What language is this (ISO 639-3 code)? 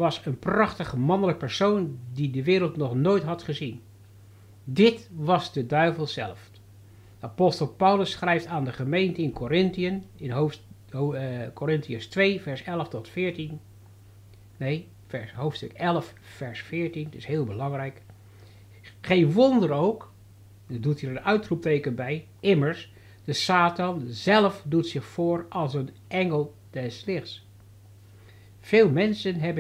nld